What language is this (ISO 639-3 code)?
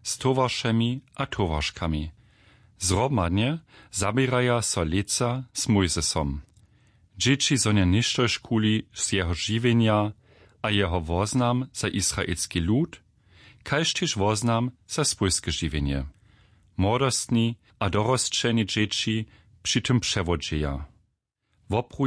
hsb